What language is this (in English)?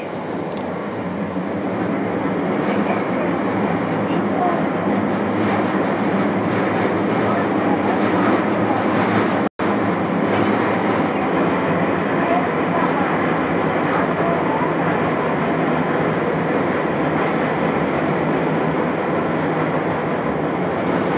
Japanese